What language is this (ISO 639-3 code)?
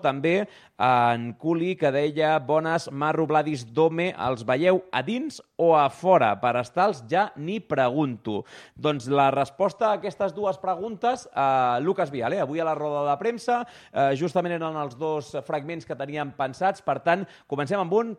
cat